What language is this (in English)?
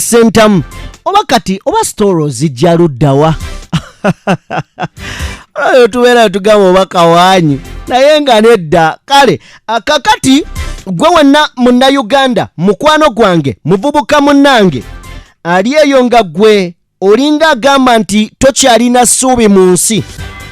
Ganda